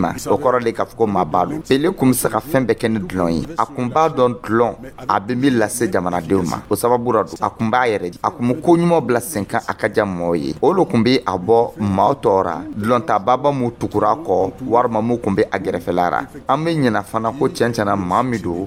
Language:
Dyula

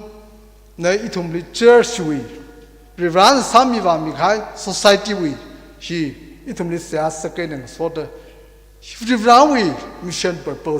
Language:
Tangkhul Naga (India)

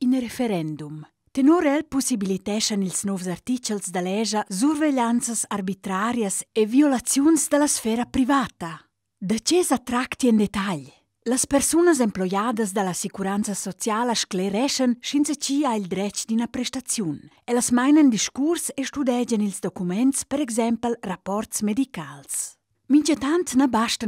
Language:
Romansh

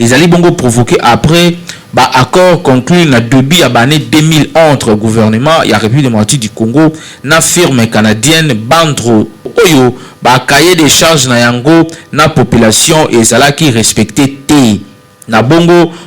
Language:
Lingala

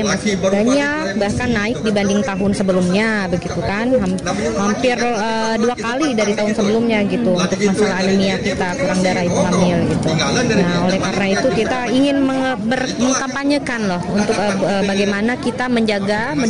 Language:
Indonesian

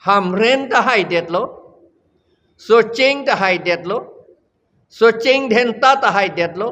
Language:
Karbi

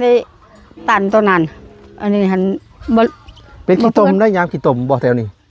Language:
Lao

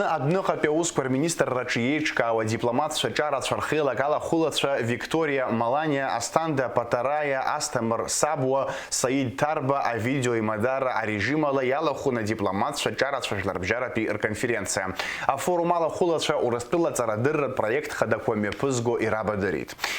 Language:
Abkhazian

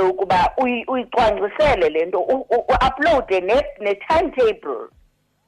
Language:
Xhosa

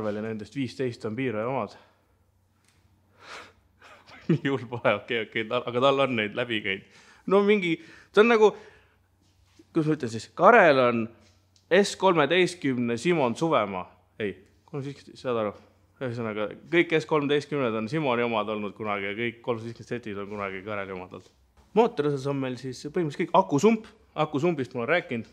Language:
Estonian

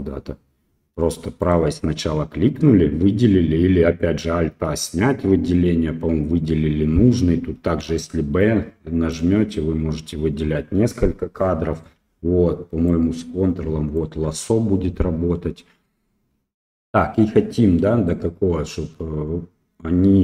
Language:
Russian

